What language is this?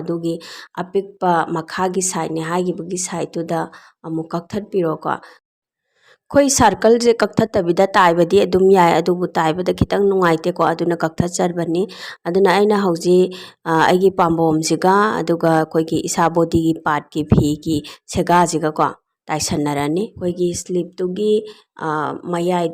Manipuri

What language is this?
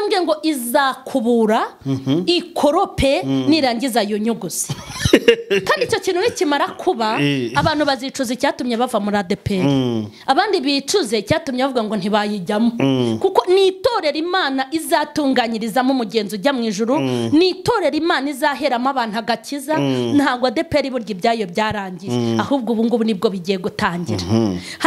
Kinyarwanda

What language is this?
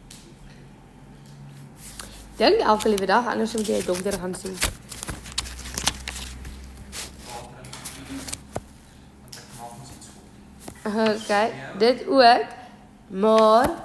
Afrikaans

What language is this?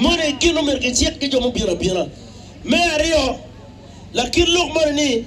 Acoli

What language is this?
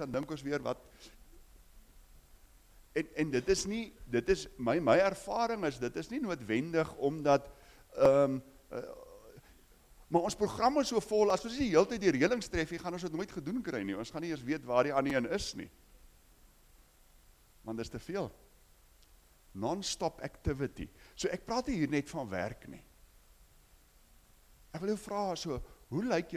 Afrikaans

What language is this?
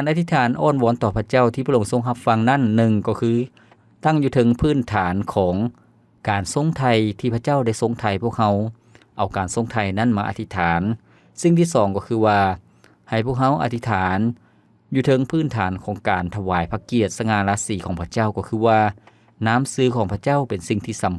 Lao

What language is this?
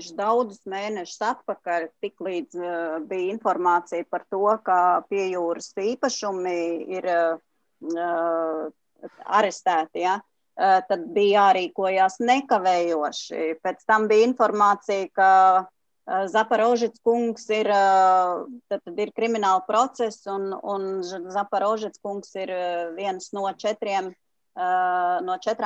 Latvian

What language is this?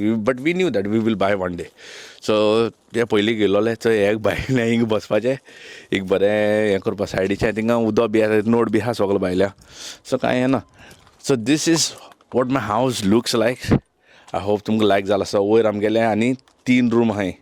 Konkani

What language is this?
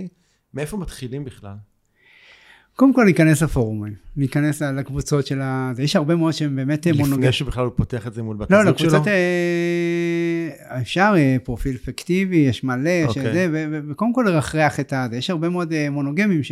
Hebrew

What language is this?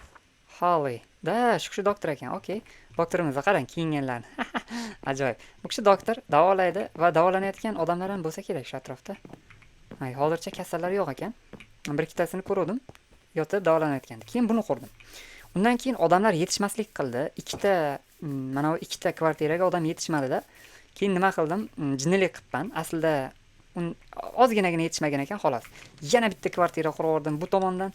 Uzbek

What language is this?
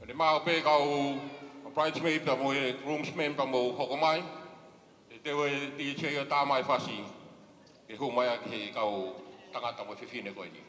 Tongan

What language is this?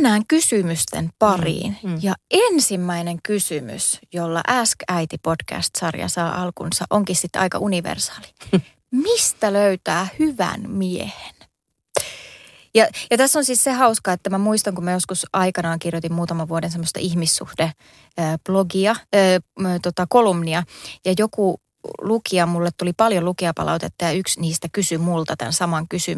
Finnish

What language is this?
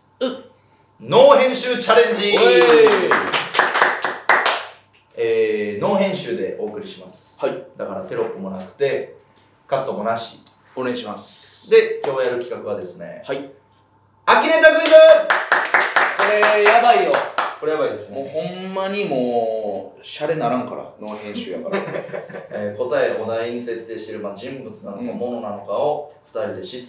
Japanese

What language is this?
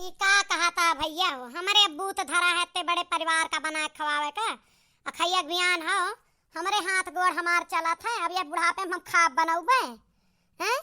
Awadhi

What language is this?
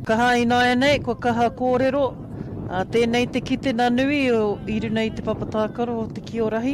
Māori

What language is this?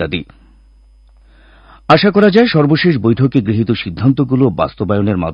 Bangla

